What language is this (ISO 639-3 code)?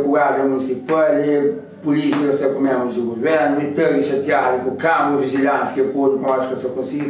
kea